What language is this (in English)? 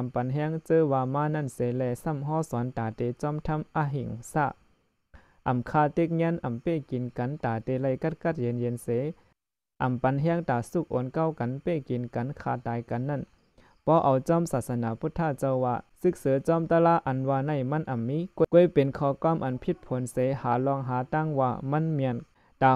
Shan